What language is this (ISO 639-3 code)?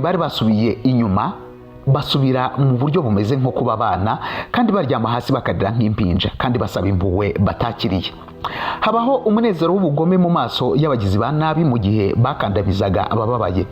kin